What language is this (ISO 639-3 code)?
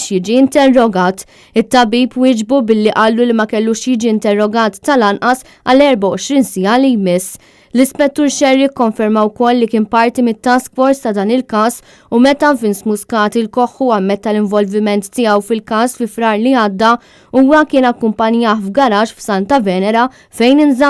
mlt